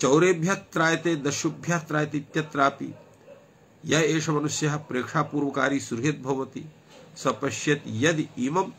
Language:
Sanskrit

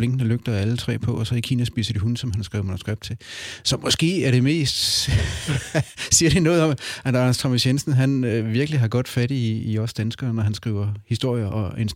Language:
Danish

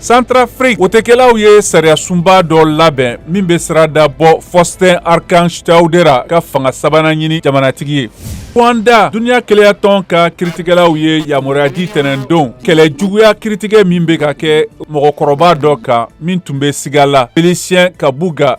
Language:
Bambara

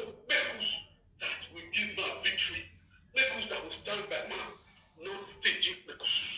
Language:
Nigerian Pidgin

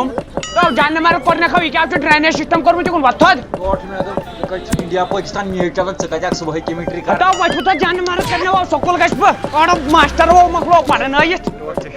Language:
Kashmiri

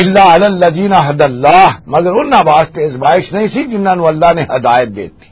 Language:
Western Panjabi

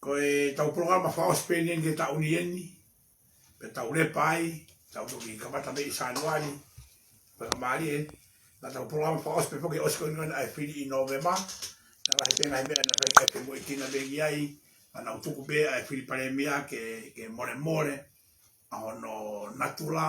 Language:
Tongan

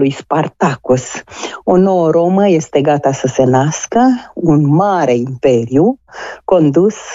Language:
Romanian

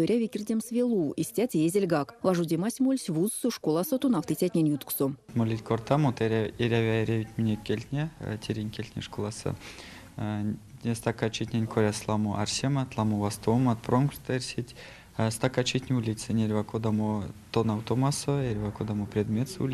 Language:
Erzya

